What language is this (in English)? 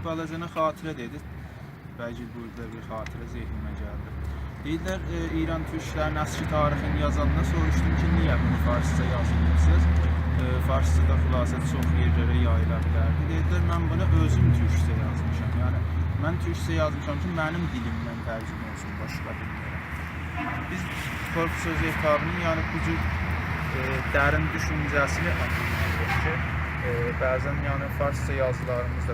South Azerbaijani